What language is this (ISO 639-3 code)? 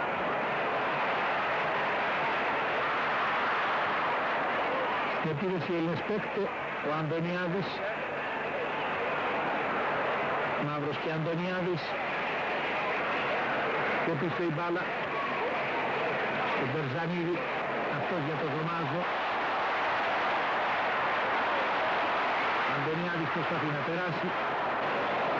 ell